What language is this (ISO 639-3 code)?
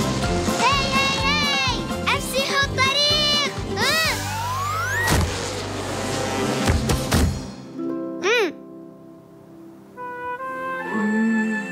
ara